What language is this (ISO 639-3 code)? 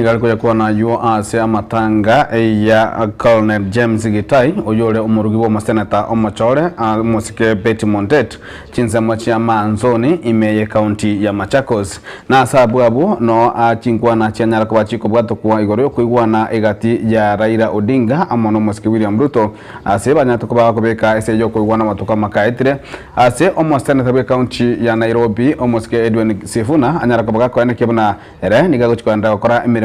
guz